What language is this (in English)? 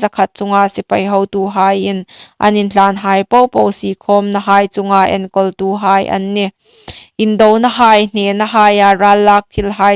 Hmar